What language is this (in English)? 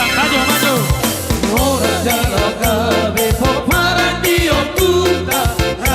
Batak Toba